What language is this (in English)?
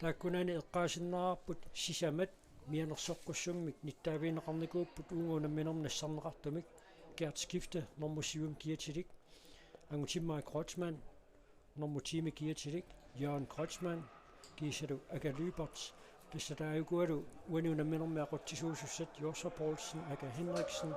Kalaallisut